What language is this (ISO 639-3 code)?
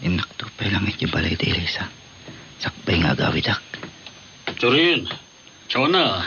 ilo